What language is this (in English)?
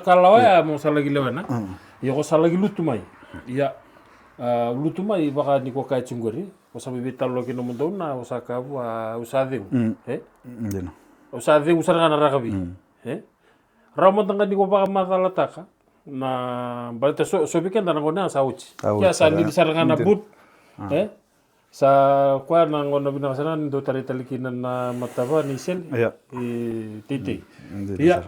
Fijian